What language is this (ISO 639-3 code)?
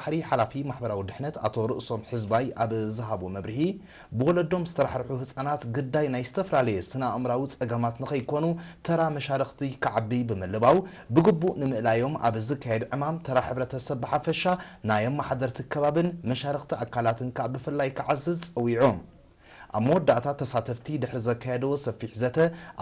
tir